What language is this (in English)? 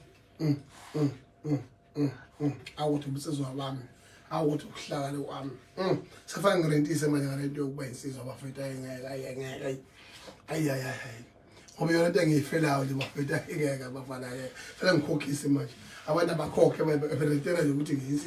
Zulu